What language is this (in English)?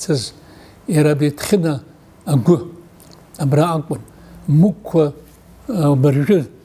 Abkhazian